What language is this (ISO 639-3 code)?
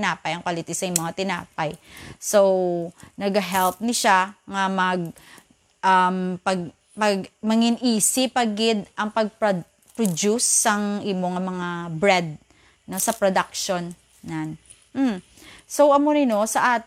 hil